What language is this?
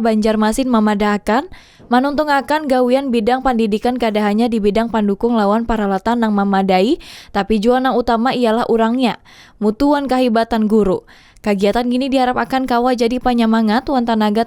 Banjar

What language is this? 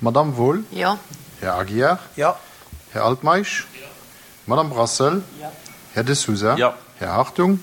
Luxembourgish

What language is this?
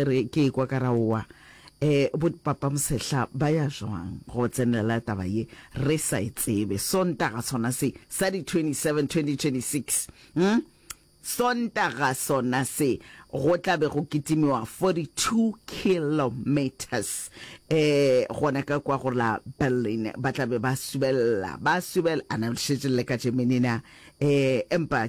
Northern Sotho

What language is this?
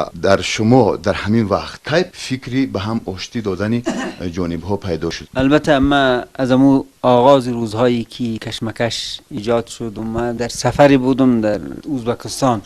Persian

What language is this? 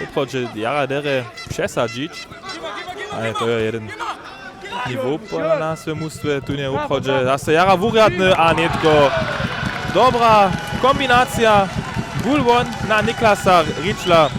Upper Sorbian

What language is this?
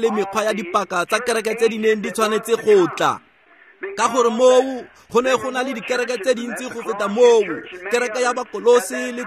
Tswana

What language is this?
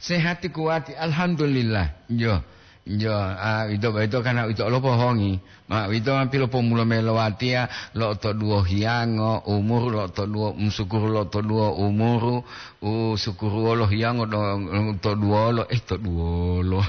Gorontalo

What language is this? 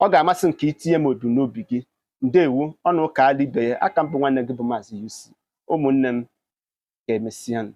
Igbo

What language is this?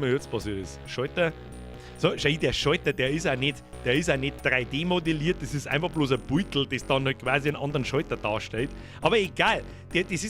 Bavarian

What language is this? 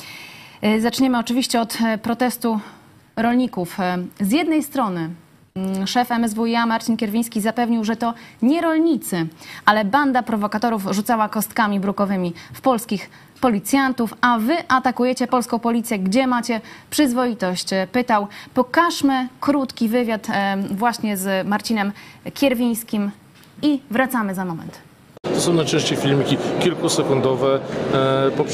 Polish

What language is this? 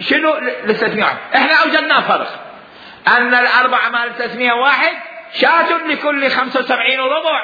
Mesopotamian Arabic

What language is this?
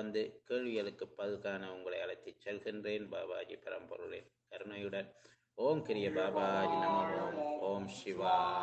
Tamil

